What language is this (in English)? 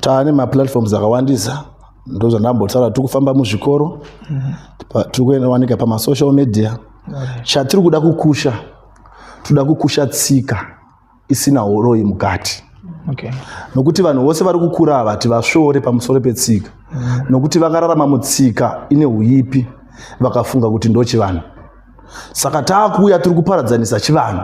Shona